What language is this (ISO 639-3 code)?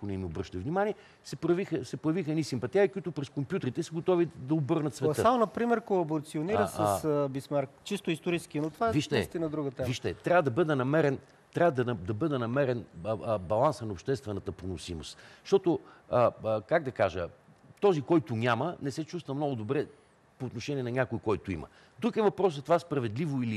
bul